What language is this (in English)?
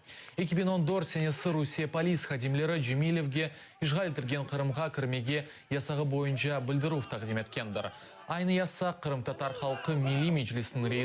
Crimean Tatar